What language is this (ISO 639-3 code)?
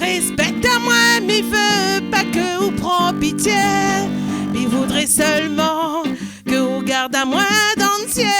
rcf